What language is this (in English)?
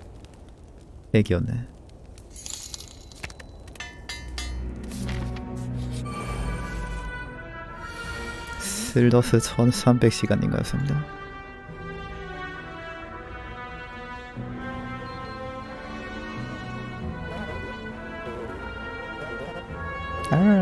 Korean